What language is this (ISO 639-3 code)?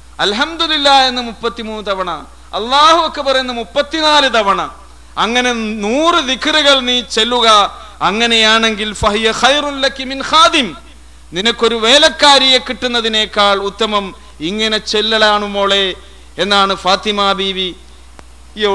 mal